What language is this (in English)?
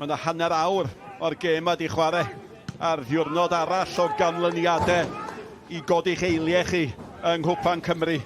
Welsh